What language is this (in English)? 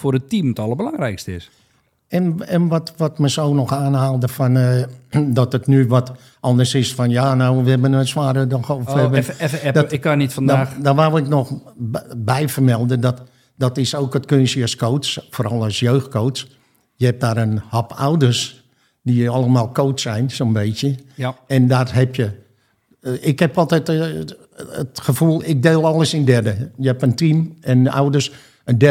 Dutch